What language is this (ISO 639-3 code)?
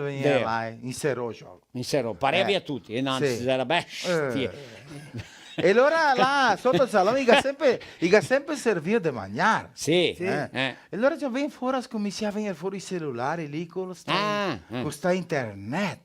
vec